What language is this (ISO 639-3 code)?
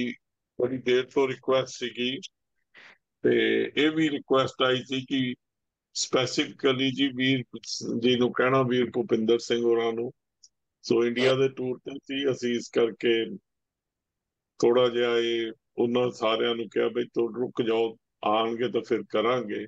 pan